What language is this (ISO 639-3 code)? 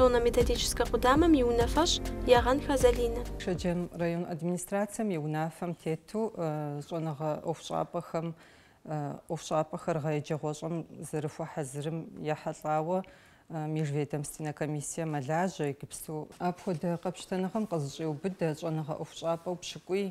kbd